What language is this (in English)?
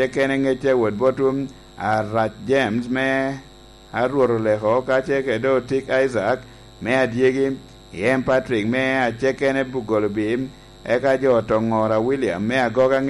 Lango (Uganda)